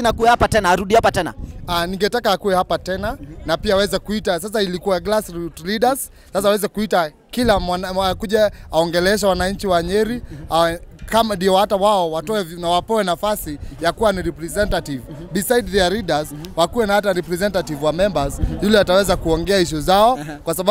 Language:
Swahili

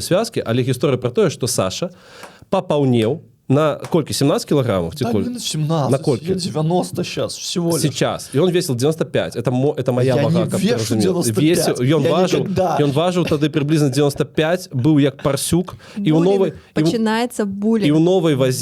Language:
Belarusian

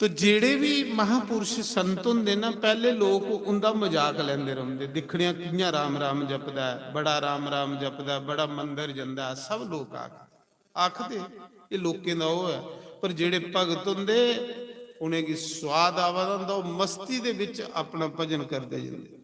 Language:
Dogri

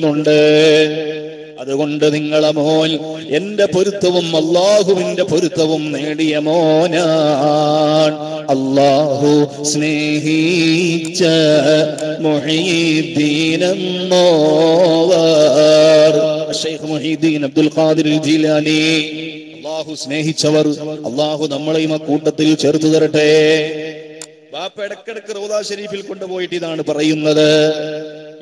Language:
Malayalam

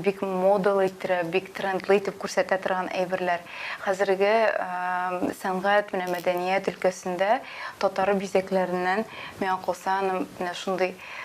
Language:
Tatar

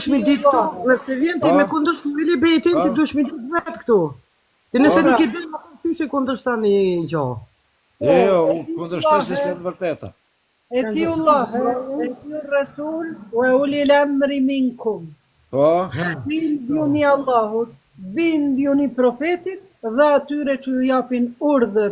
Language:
Albanian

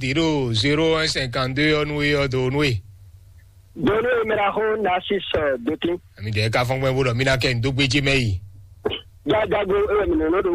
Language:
Fon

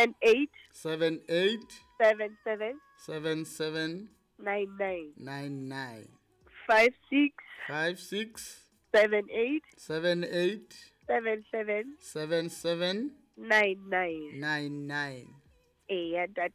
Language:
Southern Sotho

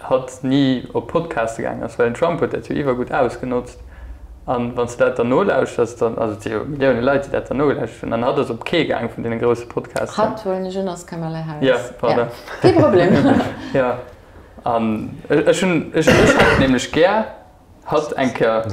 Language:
Luxembourgish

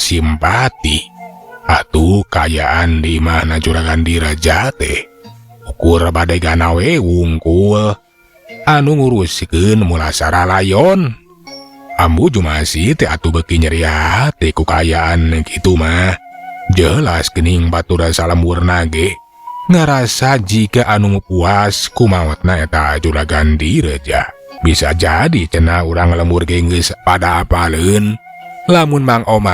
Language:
Sundanese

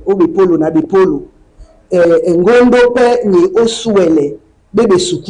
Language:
Duala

